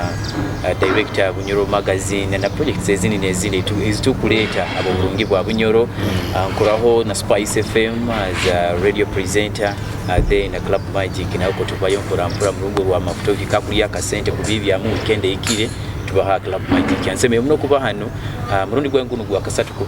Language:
Nyoro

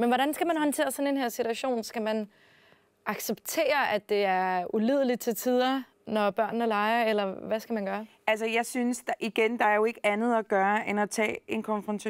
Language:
Danish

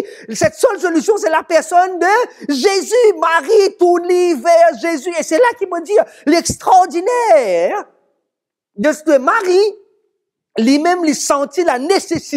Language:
Morisyen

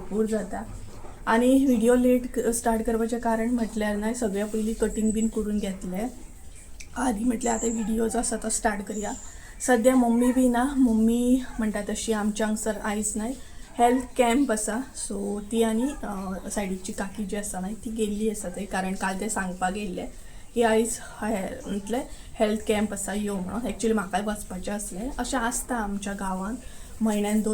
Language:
Konkani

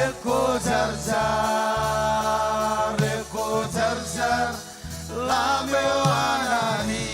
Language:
Marshallese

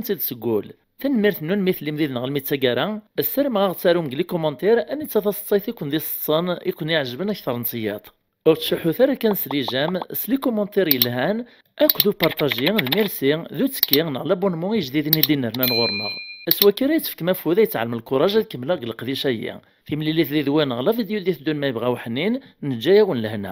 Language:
Kabyle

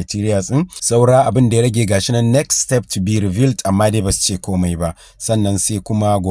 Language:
Hausa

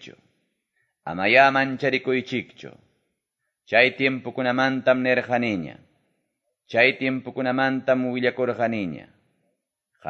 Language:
Quechua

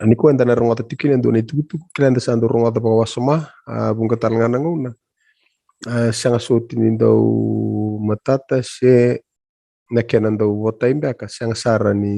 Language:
Fijian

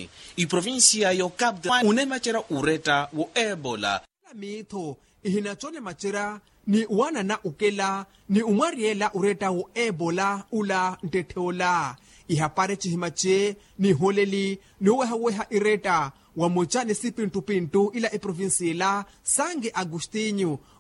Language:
Makhuwa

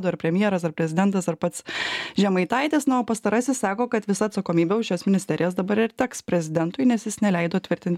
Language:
Lithuanian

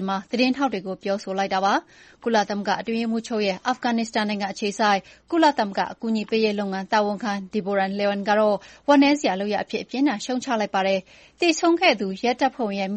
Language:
Burmese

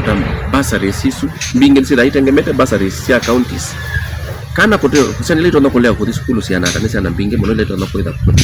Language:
Kamba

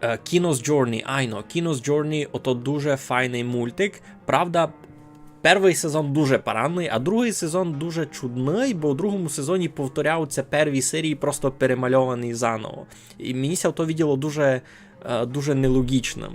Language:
Rusyn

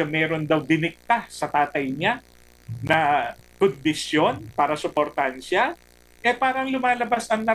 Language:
Filipino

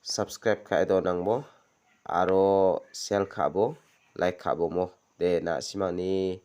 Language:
Garo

